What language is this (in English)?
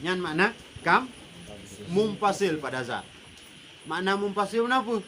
Achinese